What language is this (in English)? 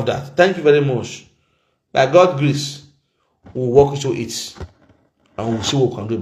Nigerian Pidgin